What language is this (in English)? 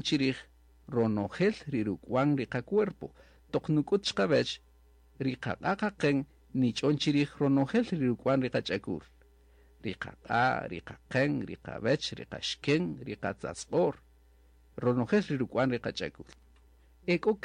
Kaqchikel